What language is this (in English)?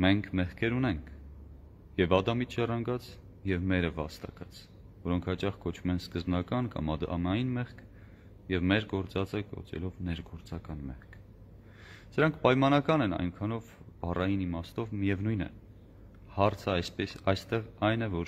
Armenian